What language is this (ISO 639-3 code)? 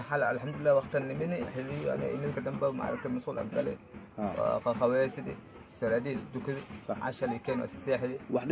som